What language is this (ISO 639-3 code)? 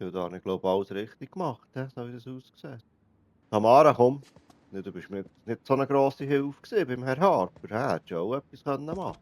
gsw